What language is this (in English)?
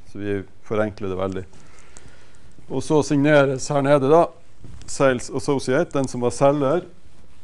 Norwegian